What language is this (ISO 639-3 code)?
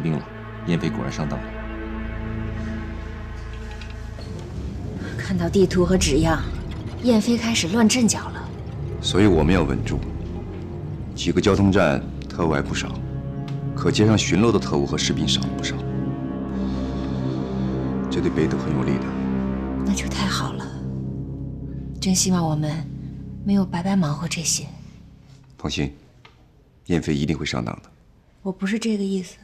zho